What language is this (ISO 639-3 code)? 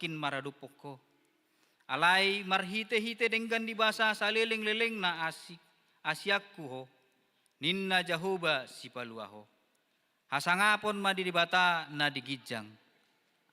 bbc